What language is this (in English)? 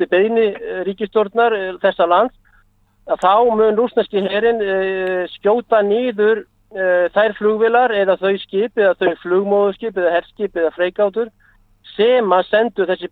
Icelandic